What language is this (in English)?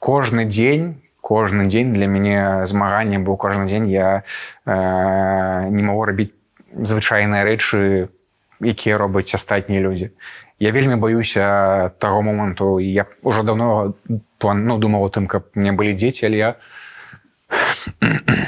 Belarusian